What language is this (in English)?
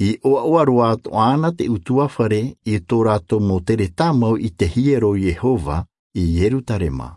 Tahitian